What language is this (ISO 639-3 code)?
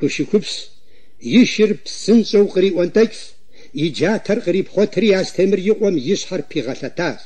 kbd